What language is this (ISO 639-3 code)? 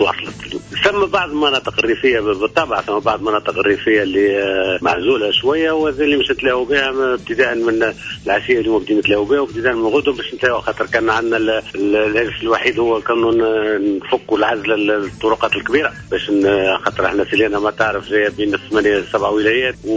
aeb